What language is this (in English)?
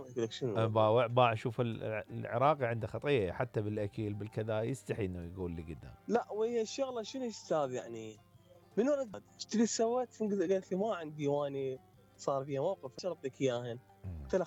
Mesopotamian Arabic